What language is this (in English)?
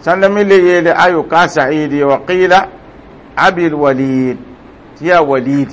Mossi